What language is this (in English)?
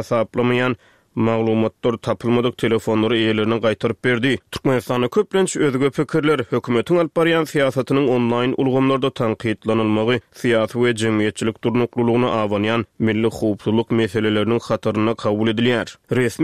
Turkmen